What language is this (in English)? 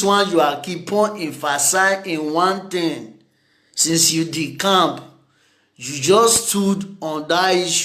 Nigerian Pidgin